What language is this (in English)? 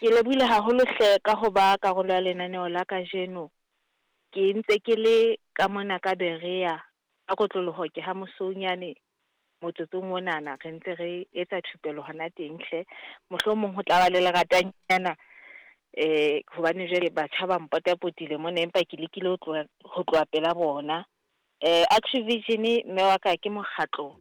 Southern Sotho